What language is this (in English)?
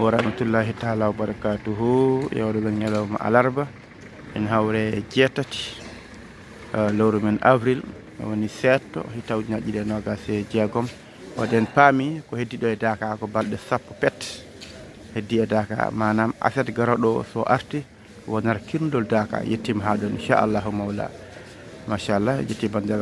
Fula